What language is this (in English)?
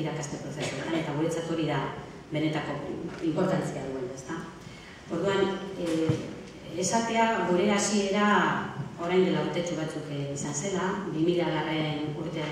Basque